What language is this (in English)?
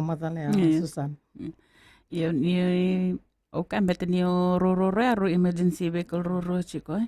Fijian